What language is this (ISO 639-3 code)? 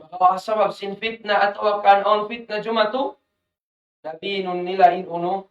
tsg